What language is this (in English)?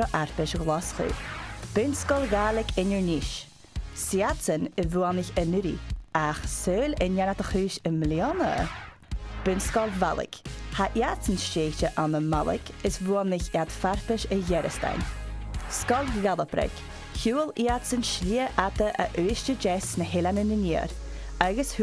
Scottish Gaelic